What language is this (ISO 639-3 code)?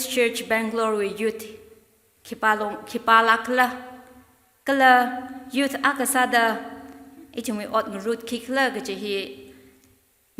nmf